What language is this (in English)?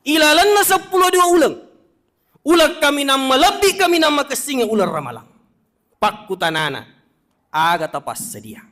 Buginese